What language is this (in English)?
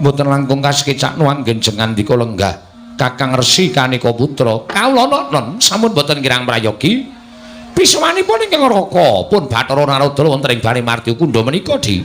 Javanese